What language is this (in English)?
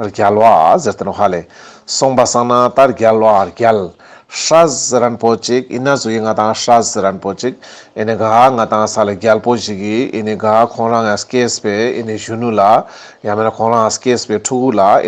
Ladakhi